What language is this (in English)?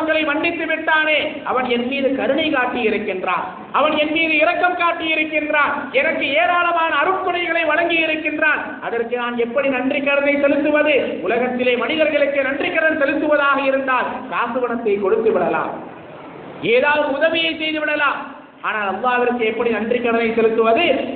Tamil